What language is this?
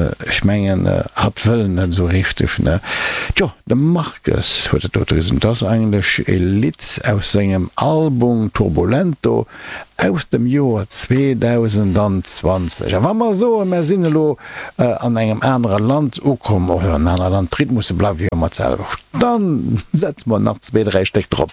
Luxembourgish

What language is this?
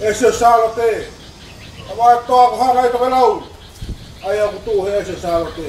Tongan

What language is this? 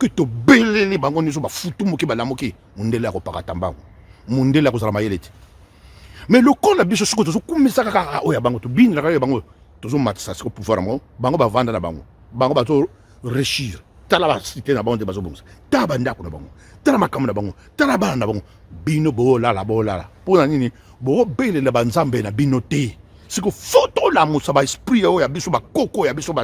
Lingala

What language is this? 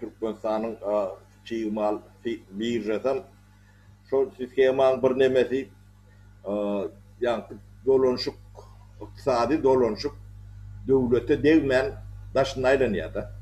Turkmen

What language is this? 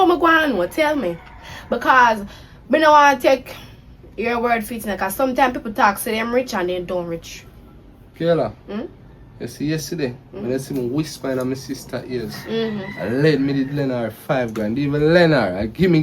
Jamaican Creole English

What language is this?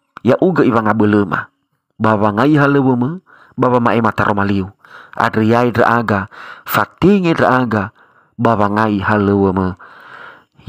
Nias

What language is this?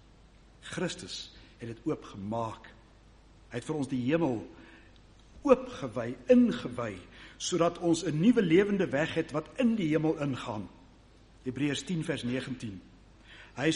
Afrikaans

